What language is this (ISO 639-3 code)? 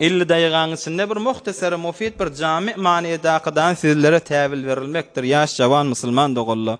tuk